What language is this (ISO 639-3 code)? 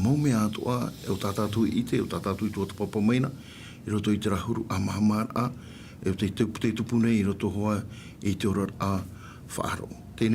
tah